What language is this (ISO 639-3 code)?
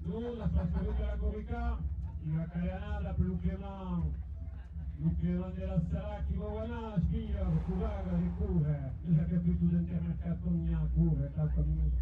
oci